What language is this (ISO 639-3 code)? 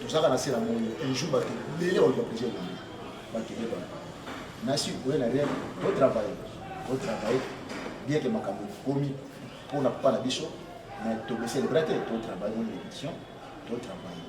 lin